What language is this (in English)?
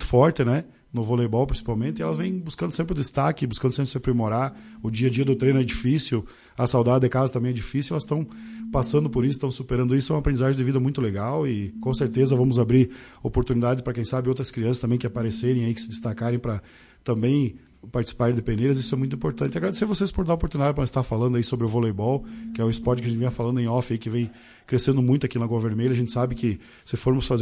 Portuguese